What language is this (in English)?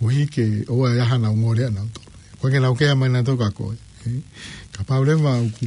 Tongan